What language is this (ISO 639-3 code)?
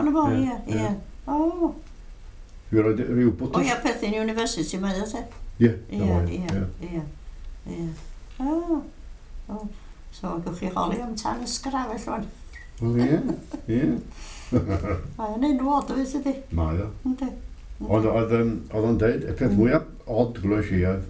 cym